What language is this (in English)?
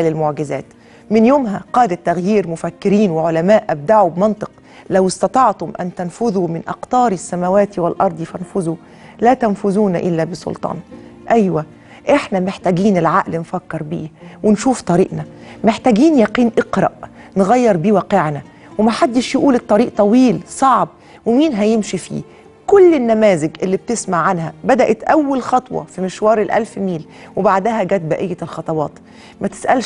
Egyptian Arabic